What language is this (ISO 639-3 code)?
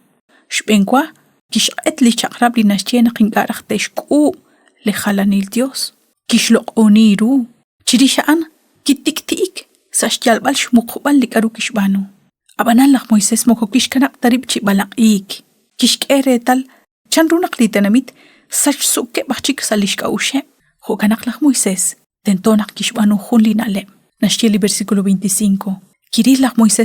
kek